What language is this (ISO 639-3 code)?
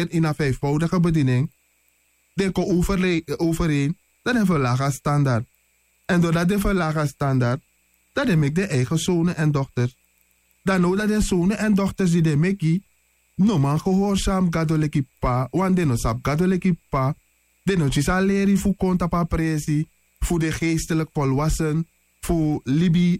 srn